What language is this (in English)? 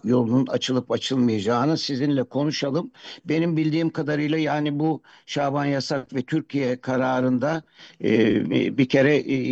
Turkish